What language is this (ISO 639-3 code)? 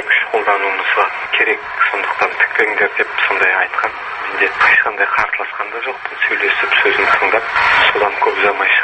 kaz